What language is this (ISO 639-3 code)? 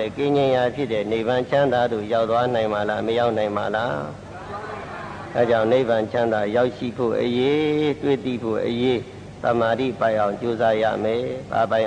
mya